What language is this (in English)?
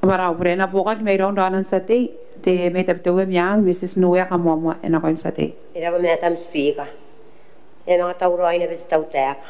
Gilbertese